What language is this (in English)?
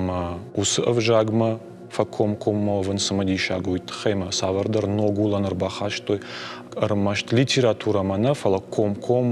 Ossetic